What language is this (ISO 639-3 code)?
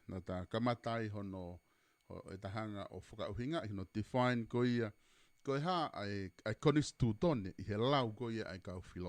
ton